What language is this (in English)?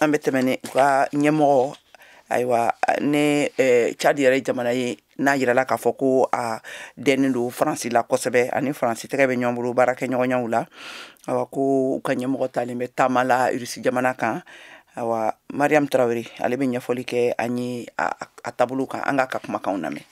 Bambara